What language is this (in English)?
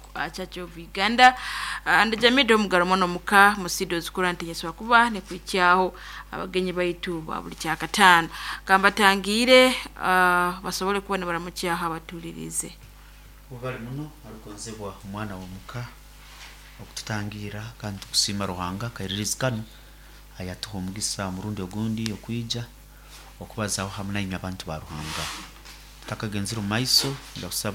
Nyoro